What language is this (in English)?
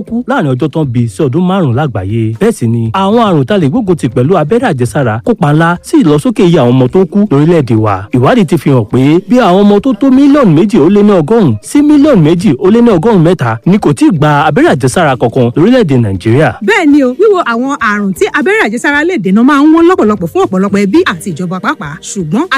Yoruba